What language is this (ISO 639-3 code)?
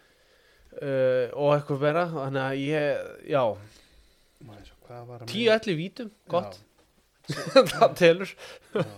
isl